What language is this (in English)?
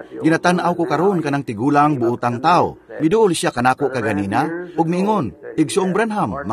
Cebuano